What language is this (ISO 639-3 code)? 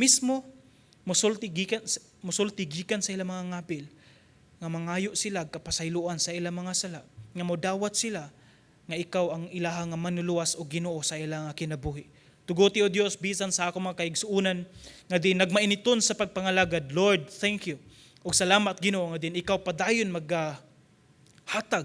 ceb